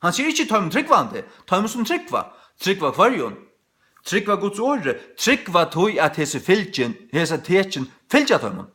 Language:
Faroese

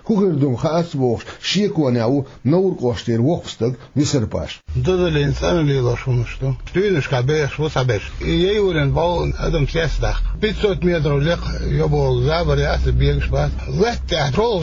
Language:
Chechen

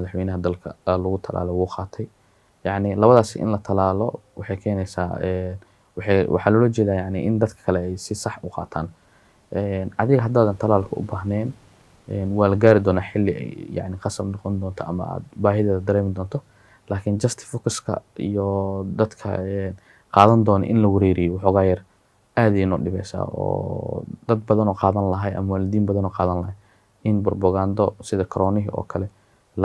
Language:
Somali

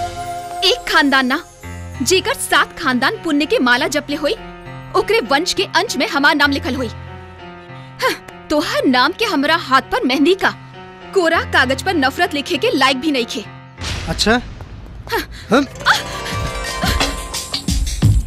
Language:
Bhojpuri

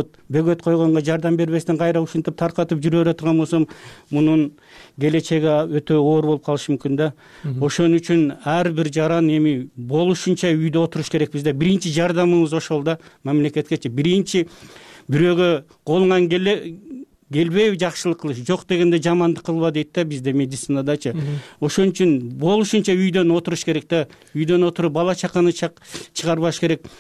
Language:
Kyrgyz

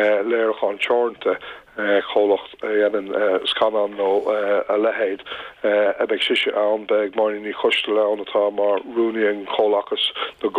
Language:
Irish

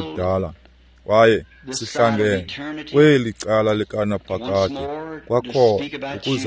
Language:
Xhosa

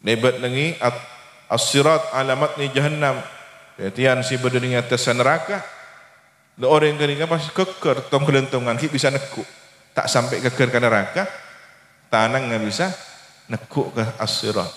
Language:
Madurese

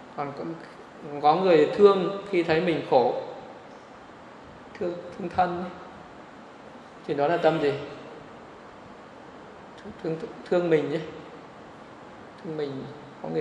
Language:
Vietnamese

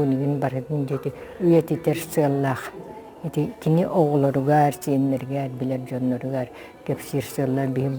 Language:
Yakut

